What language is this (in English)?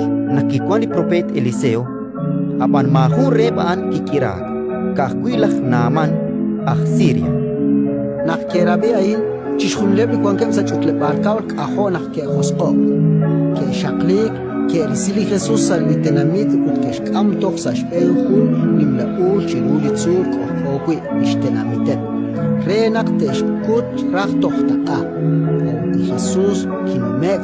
Kekchí